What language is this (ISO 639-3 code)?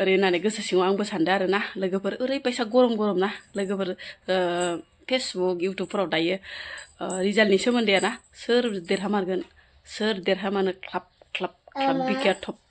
brx